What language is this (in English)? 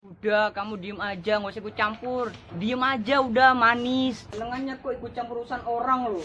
Betawi